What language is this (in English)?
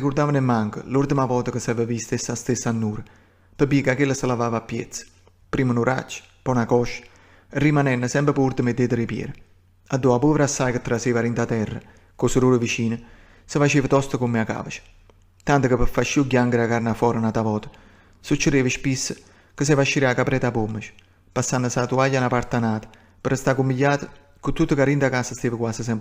Neapolitan